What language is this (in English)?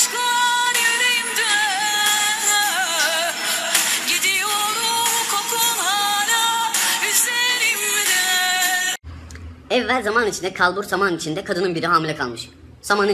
Turkish